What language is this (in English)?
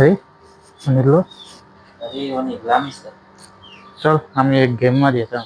Konkani